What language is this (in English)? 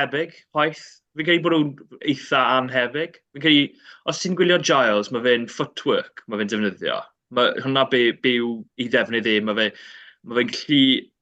Welsh